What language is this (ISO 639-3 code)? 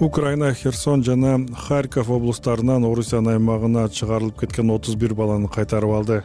kir